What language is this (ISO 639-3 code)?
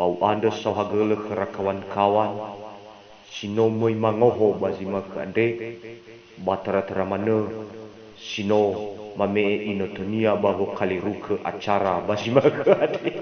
nia